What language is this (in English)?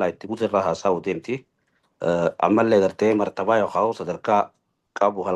Oromo